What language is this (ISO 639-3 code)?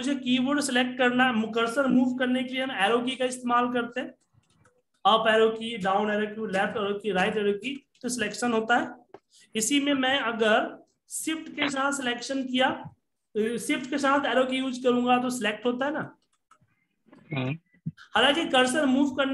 hin